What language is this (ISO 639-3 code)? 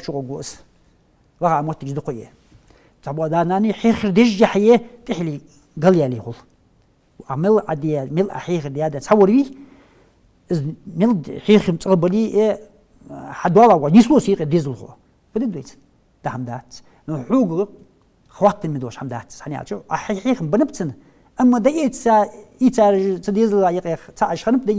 inh